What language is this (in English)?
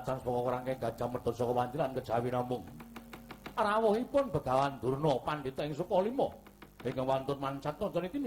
Javanese